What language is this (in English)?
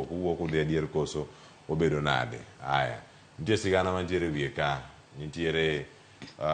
Luo (Kenya and Tanzania)